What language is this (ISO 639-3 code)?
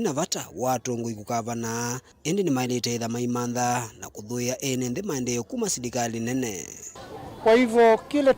kam